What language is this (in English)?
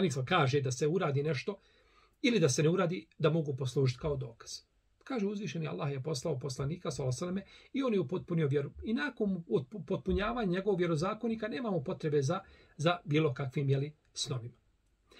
Bosnian